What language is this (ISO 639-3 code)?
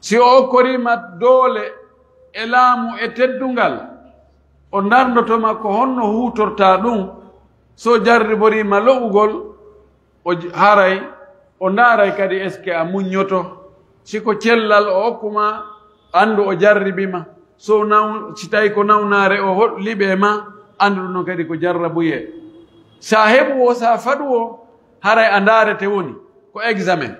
fuf